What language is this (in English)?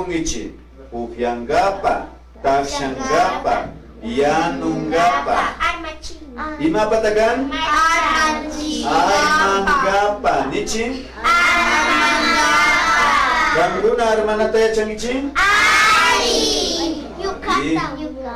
Imbabura Highland Quichua